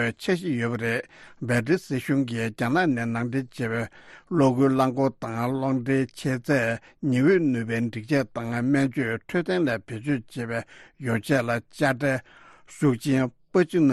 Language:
Tibetan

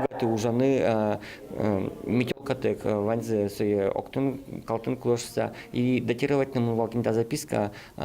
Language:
Udmurt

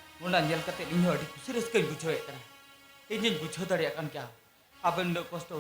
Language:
Santali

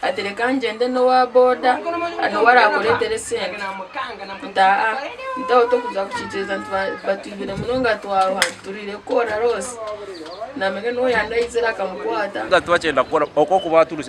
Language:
Nyankole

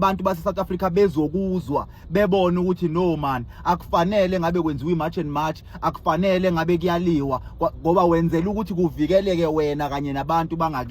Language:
Zulu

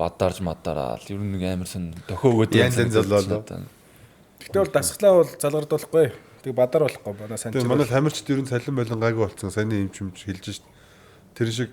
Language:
Mongolian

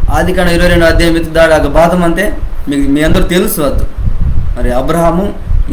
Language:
Koya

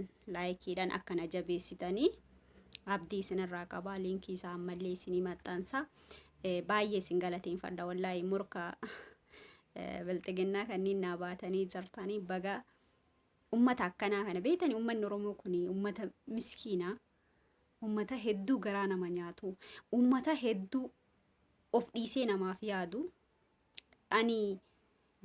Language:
Oromo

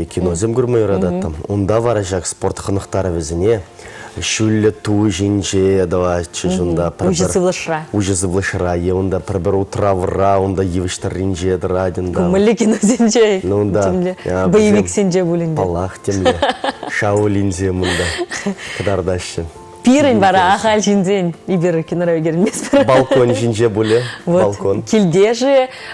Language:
Chuvash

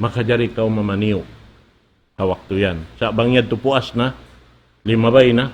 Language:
Tausug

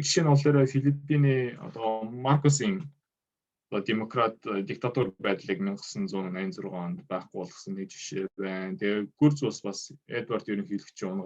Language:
Mongolian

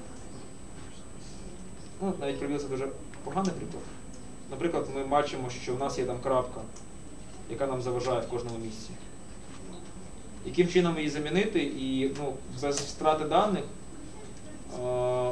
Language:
Ukrainian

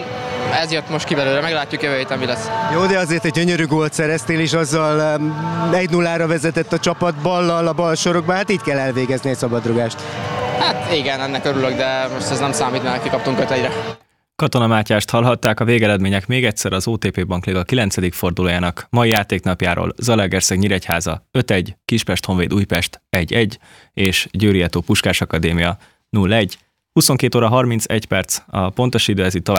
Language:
Hungarian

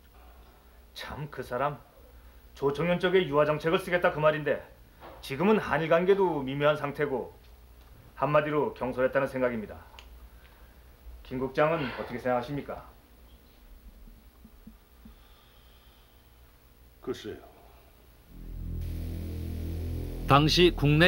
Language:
Korean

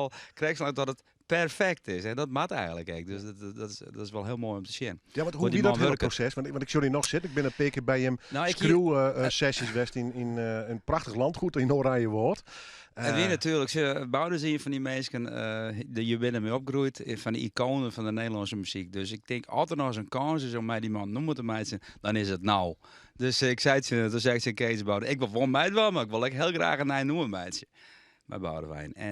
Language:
Western Frisian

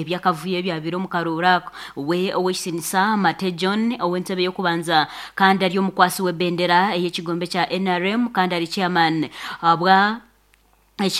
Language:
Nyankole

